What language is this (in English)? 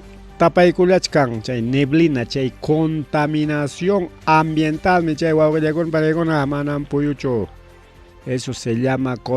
Ayacucho Quechua